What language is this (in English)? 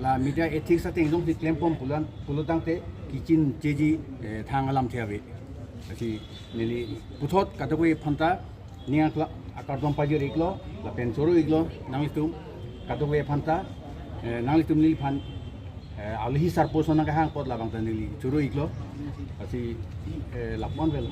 Karbi